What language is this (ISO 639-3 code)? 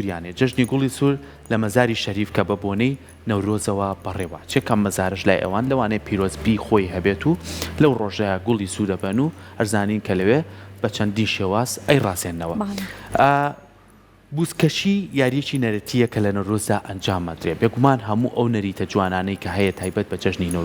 ckb